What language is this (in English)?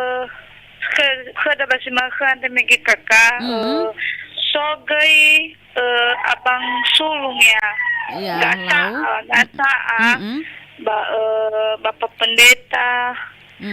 Nias